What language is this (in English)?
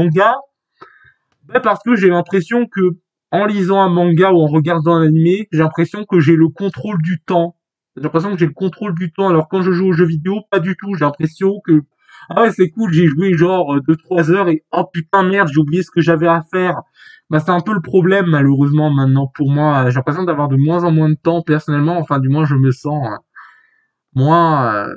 French